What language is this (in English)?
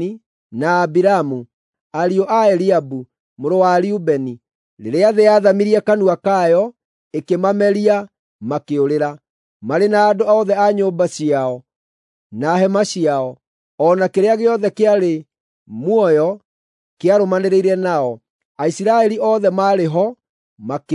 Kikuyu